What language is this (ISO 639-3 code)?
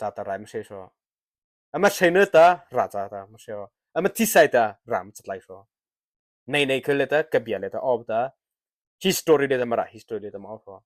mrh